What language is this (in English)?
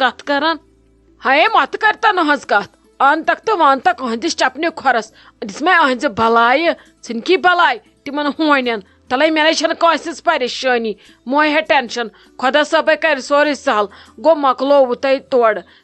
Kashmiri